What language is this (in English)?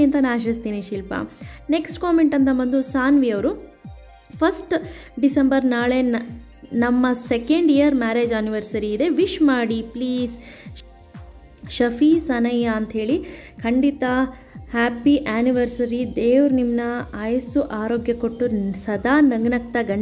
Kannada